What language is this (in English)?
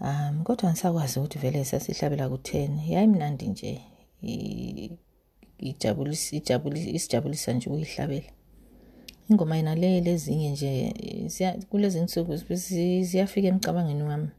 North Ndebele